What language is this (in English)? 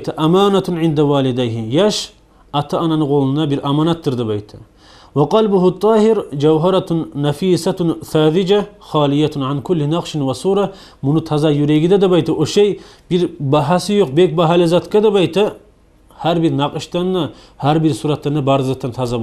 Kumyk